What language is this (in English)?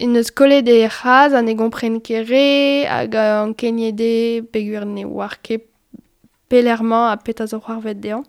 Breton